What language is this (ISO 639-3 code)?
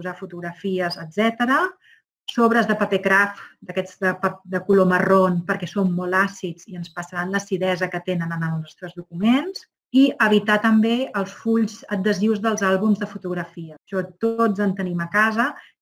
cat